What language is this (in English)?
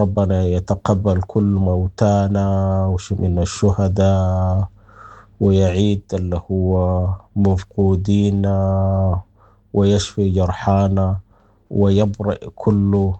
Sudanese Arabic